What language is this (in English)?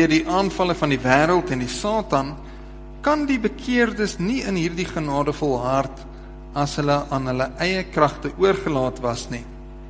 Afrikaans